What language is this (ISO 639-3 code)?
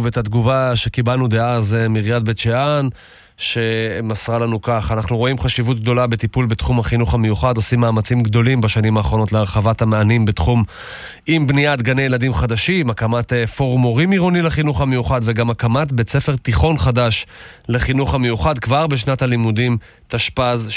heb